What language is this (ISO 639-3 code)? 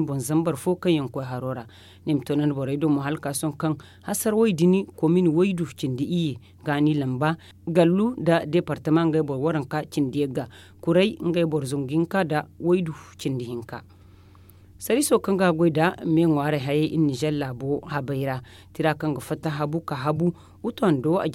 dje